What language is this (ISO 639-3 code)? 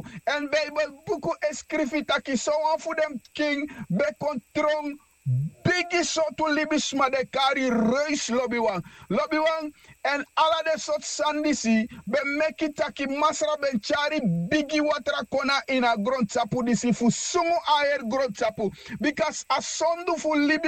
srn